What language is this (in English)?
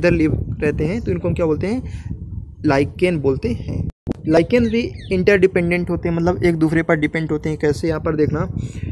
Hindi